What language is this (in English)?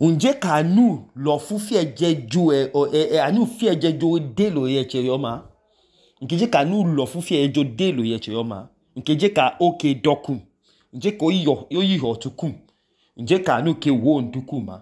Idoma